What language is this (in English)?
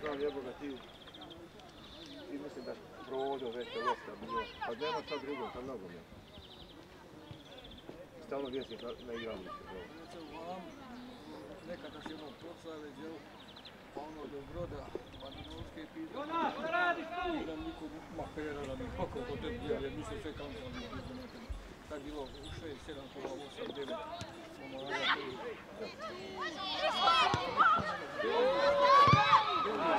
Croatian